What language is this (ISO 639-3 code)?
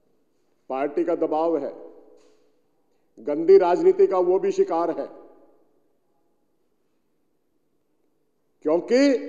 hin